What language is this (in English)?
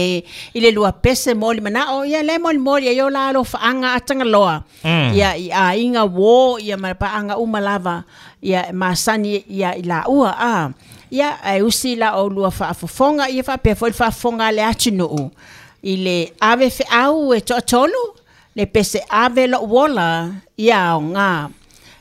Samoan